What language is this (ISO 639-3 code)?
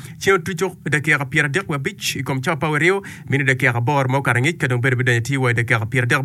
ach